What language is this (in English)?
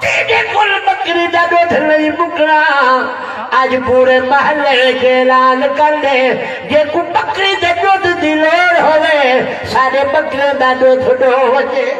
Saraiki